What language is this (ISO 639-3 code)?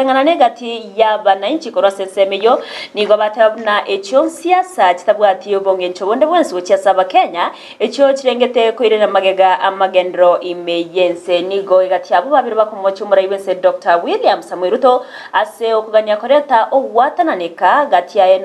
guz